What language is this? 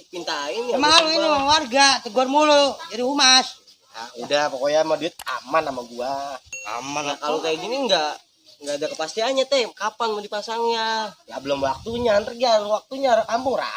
Betawi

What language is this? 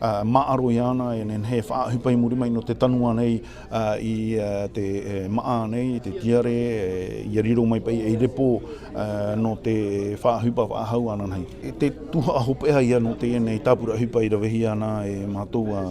Tahitian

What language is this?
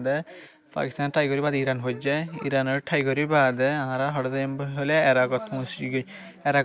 Rohingya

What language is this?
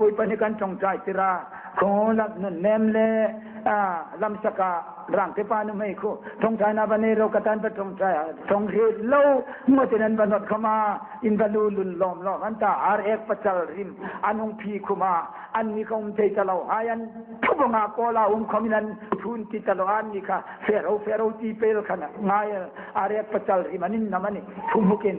Hmar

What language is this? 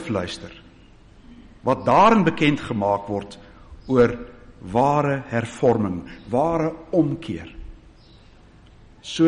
Afrikaans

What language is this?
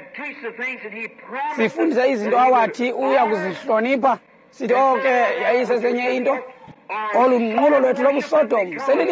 Xhosa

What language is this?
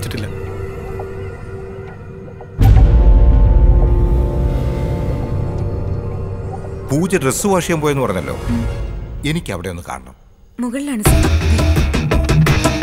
Malayalam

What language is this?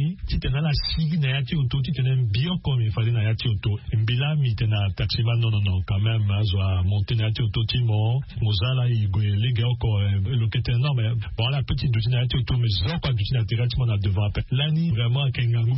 Sango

